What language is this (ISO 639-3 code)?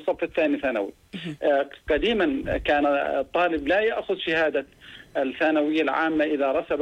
ara